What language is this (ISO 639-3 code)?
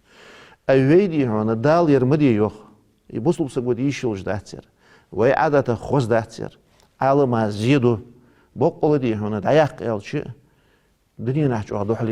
inh